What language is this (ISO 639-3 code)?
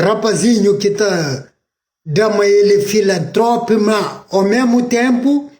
kea